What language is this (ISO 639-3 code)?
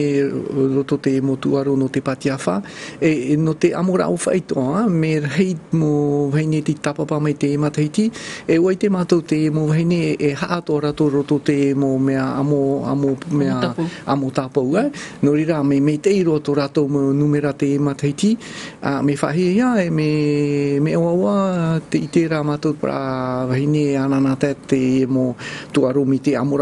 tah